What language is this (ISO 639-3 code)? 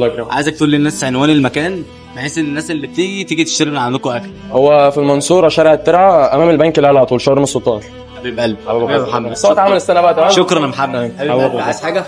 arz